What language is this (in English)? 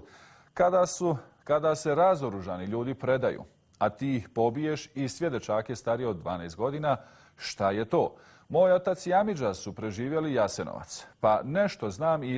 Bosnian